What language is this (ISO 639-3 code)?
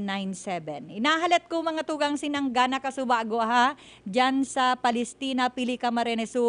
bik